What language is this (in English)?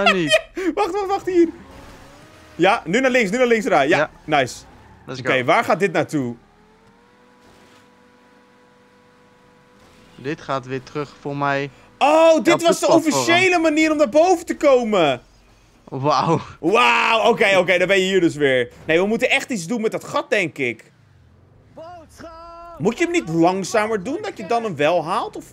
Dutch